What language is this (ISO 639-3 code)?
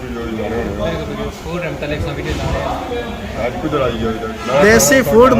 phr